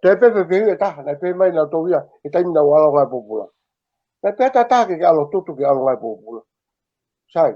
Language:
Tongan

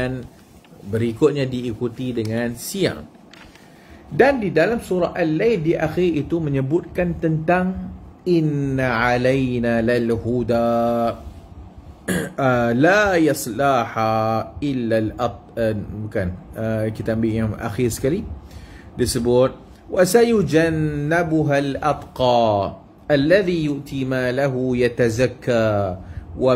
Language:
Malay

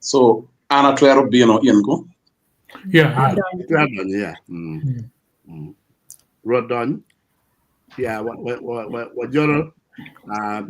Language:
Acoli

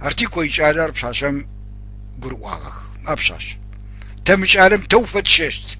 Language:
Adyghe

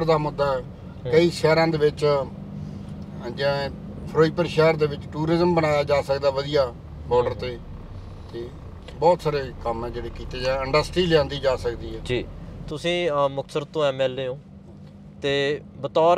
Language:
Punjabi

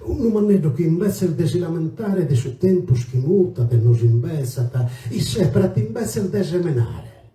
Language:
Sardinian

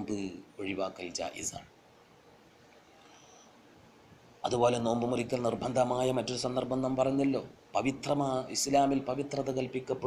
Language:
Malayalam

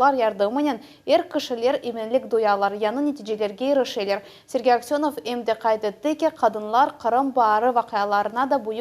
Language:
Crimean Tatar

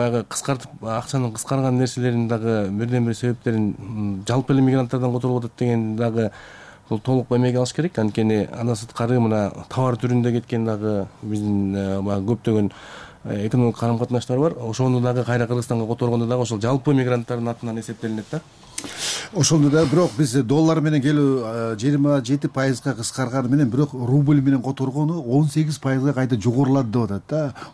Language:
Kyrgyz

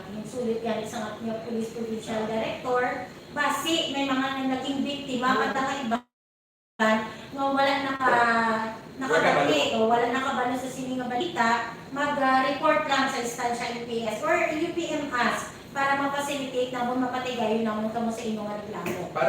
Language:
Hiligaynon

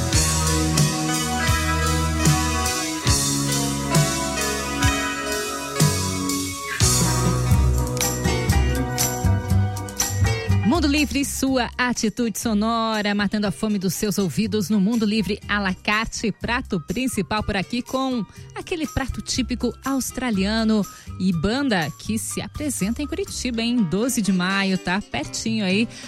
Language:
Portuguese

